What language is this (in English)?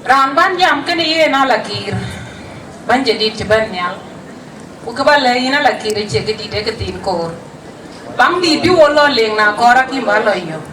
Dinka